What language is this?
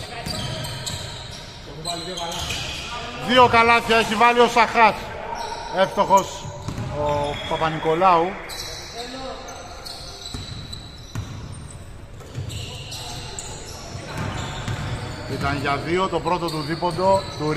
Greek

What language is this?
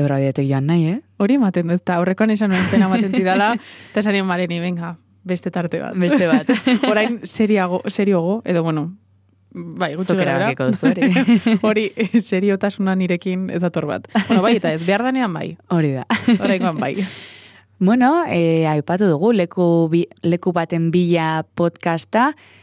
Basque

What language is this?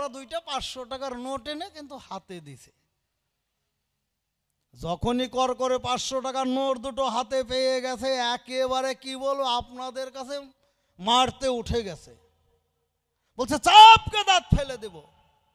Bangla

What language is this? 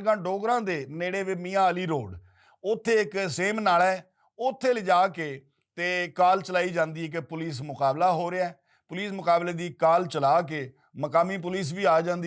Western Panjabi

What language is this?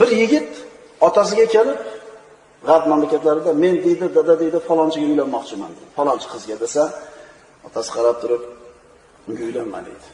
Uzbek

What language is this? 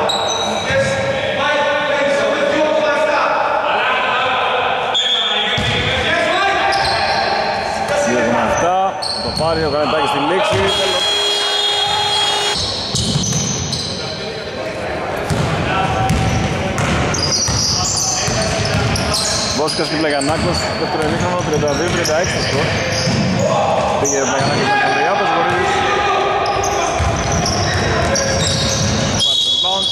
Greek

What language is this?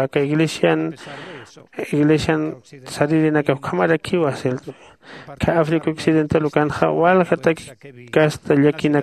Aymara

